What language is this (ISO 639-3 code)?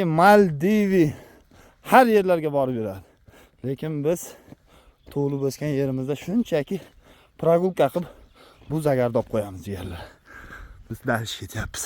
uzb